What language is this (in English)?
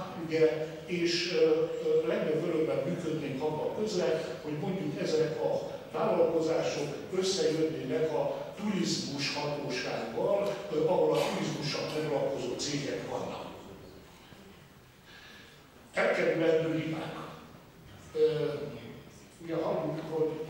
Hungarian